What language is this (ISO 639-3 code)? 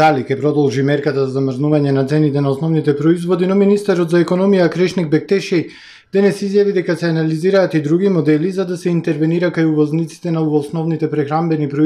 mkd